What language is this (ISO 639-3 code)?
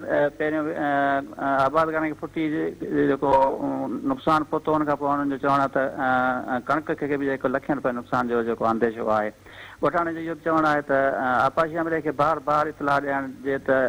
snd